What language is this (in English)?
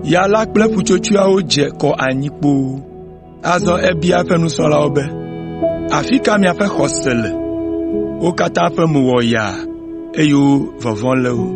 Ewe